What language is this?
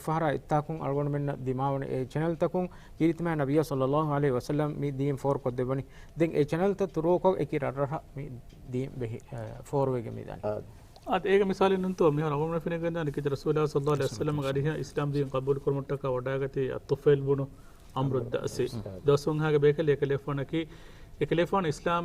Divehi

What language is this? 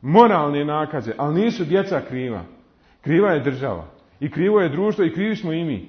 Bosnian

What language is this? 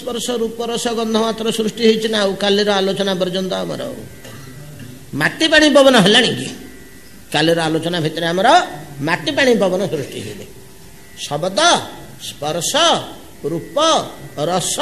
Odia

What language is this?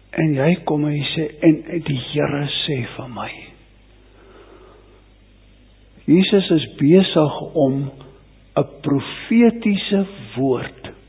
Afrikaans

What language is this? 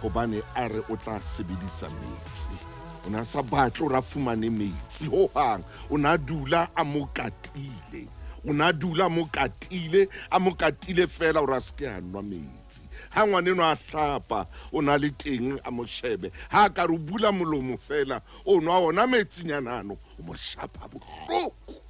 Southern Sotho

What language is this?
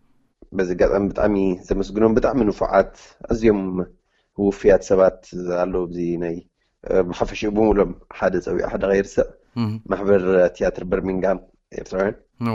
Tigrinya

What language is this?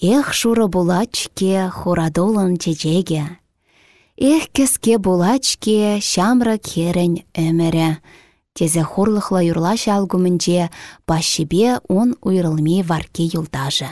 Chuvash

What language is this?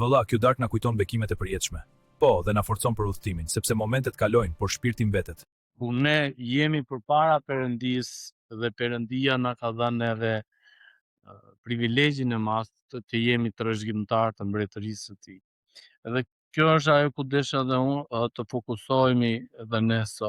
Albanian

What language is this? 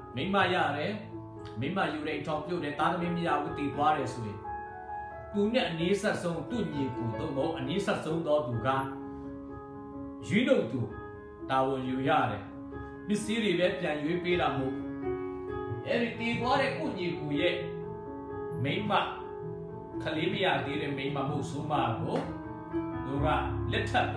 Burmese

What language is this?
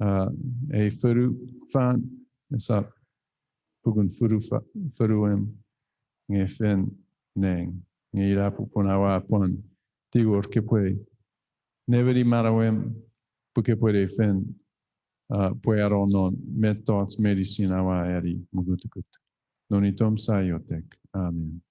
Chuukese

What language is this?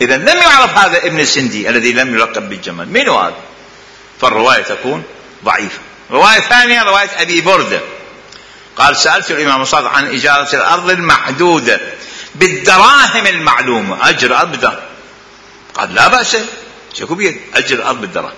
Mesopotamian Arabic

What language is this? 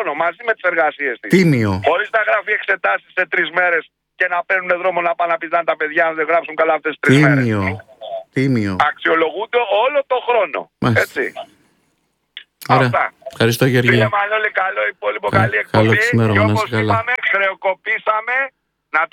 Greek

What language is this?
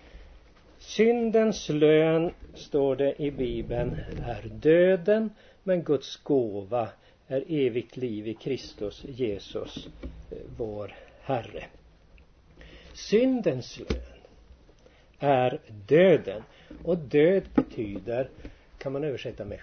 Swedish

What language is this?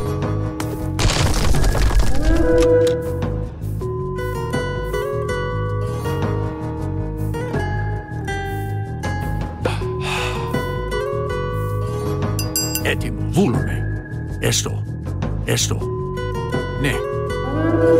Greek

